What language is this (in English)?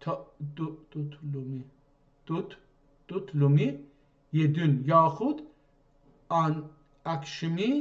South Azerbaijani